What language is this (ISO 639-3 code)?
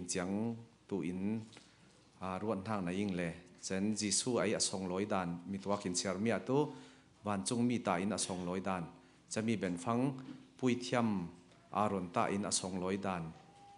cfm